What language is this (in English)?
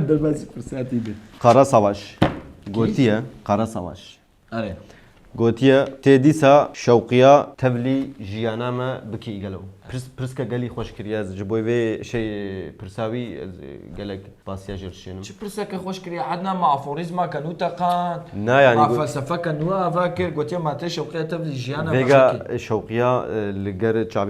Kurdish